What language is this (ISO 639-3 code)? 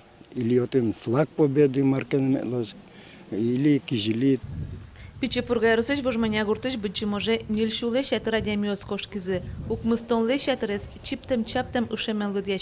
udm